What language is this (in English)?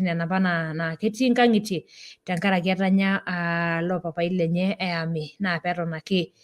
Masai